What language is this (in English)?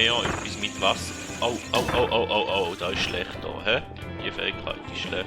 Swiss German